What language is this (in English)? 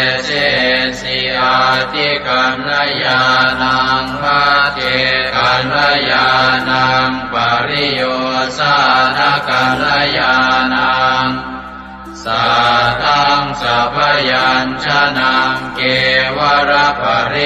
Pali